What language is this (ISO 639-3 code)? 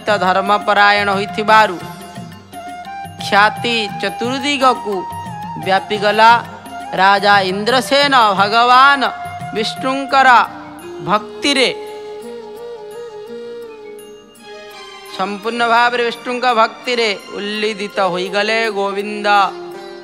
ori